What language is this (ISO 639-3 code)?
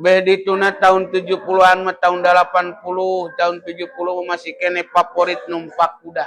sun